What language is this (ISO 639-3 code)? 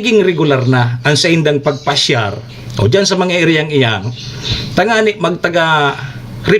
bik